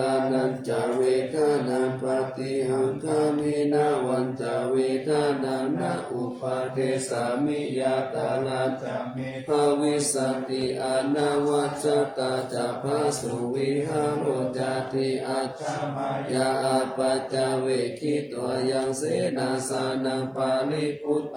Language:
Pali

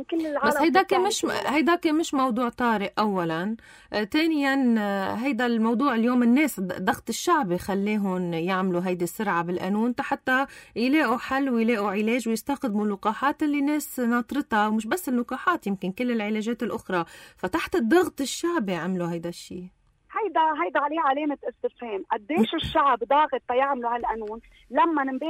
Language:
North Levantine Arabic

